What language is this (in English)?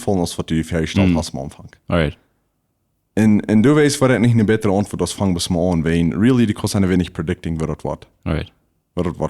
Plautdietsch